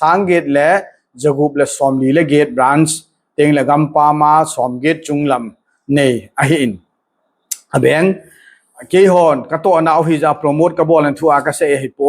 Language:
Thado Chin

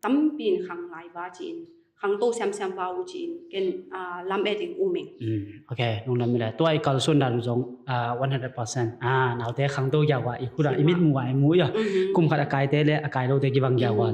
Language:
Tedim Chin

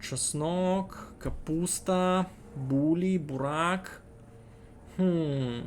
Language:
Rusyn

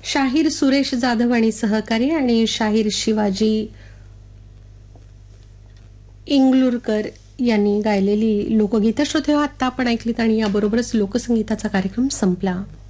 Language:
Marathi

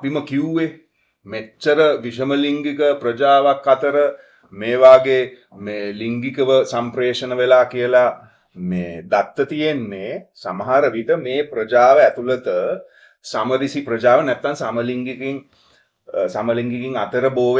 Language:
Sinhala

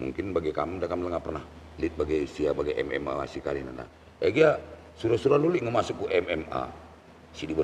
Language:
Batak Karo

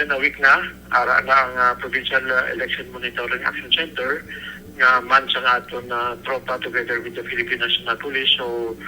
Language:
Hiligaynon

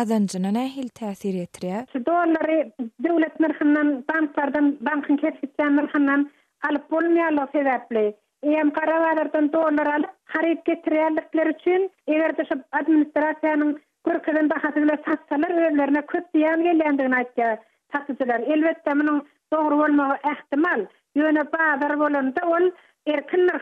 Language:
Turkmen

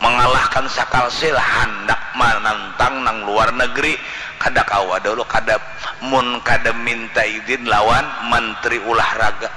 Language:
Banjar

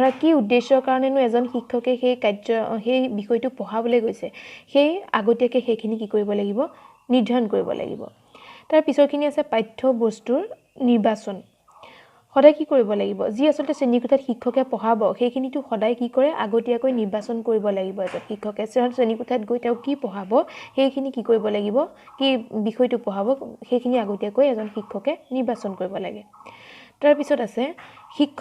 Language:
Assamese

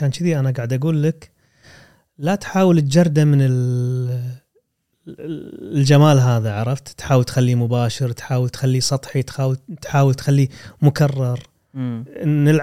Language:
Gulf Arabic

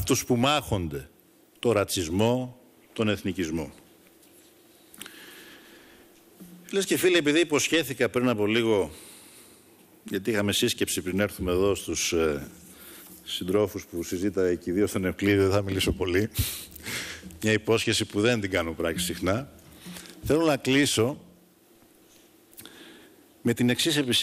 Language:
Greek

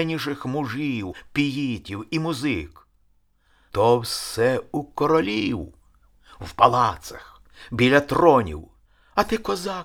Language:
Ukrainian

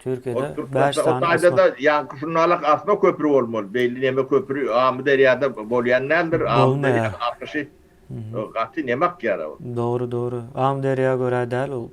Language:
Turkmen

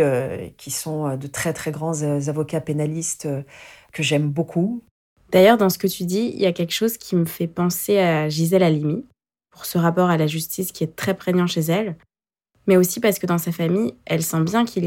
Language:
French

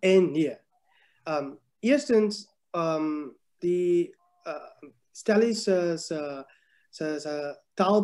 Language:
Afrikaans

